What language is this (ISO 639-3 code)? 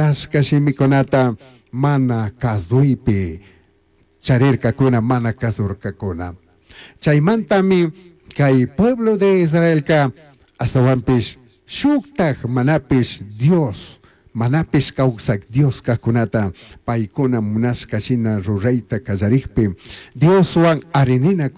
qug